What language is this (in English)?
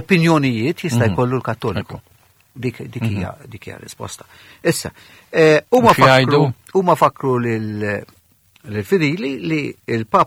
Maltese